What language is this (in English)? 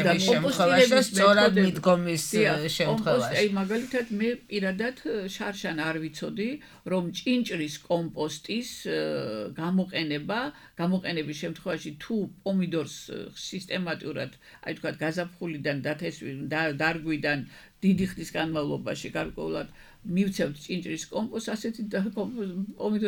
Georgian